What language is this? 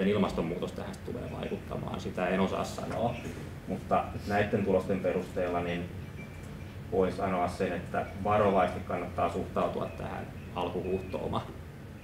Finnish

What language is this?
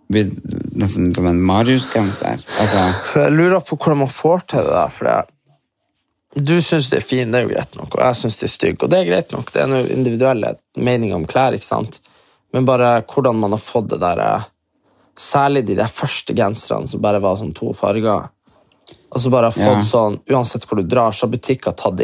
Norwegian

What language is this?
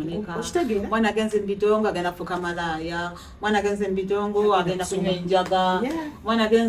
Ganda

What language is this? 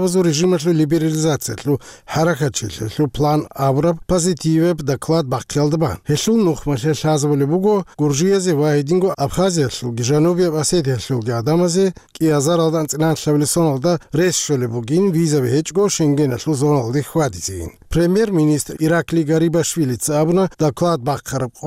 Avaric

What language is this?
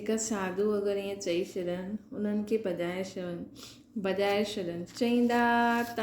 Sindhi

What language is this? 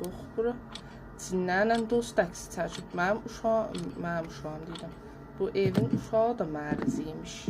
South Azerbaijani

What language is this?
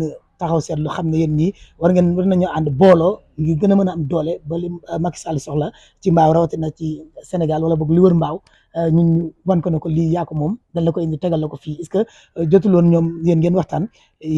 Wolof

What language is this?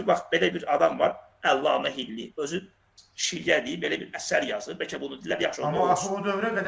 Azerbaijani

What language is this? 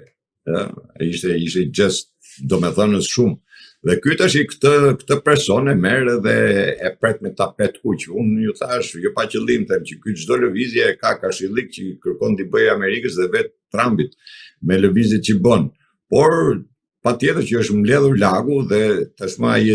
Albanian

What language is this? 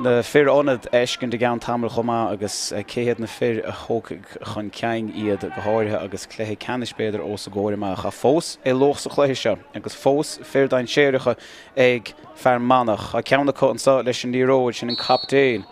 Irish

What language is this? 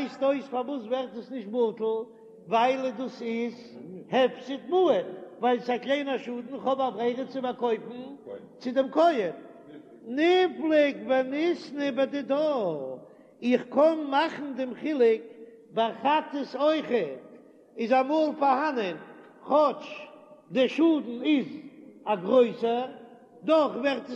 Yiddish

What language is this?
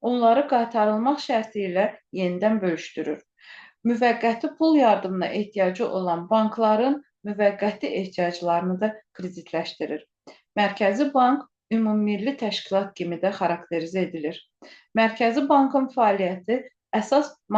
Azerbaijani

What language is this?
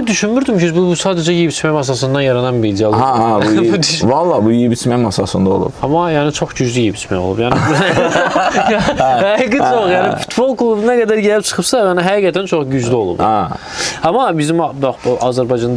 Azerbaijani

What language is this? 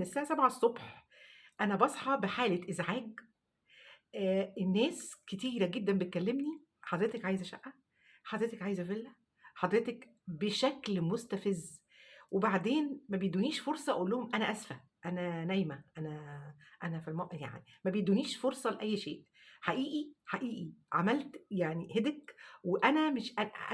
Egyptian Arabic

